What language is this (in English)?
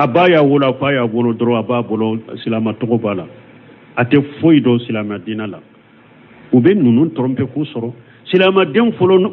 Bambara